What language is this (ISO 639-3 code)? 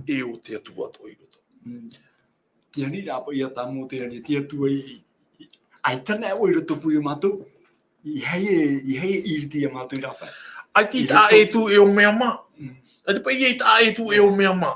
tah